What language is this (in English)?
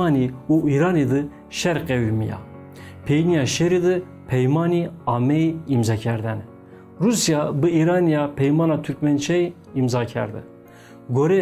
Zaza